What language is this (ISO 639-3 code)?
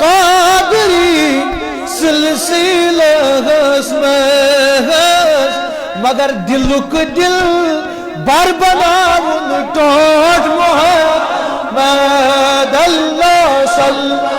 kas